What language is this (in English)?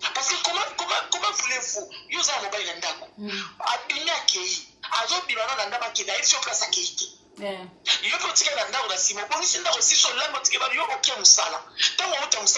Lingala